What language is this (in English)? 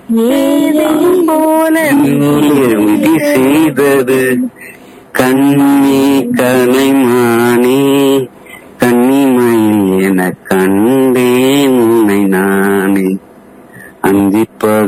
Tamil